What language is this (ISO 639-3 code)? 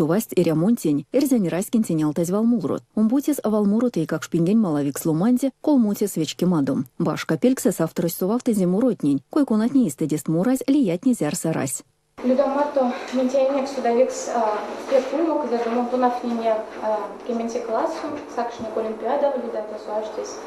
myv